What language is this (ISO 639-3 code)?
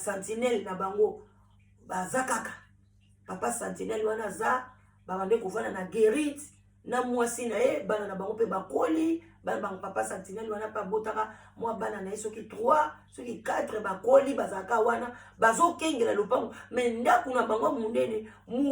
lin